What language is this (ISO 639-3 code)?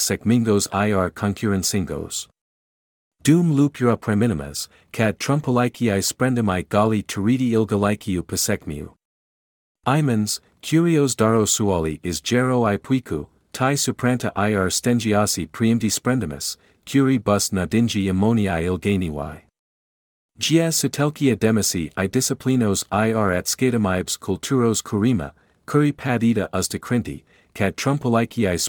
lit